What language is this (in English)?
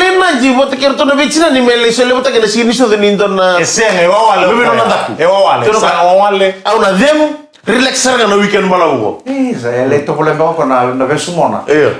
Fijian